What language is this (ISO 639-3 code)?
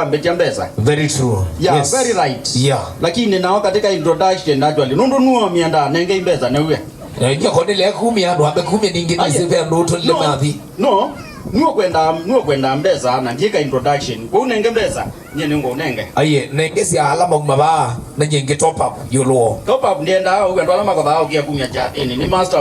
kam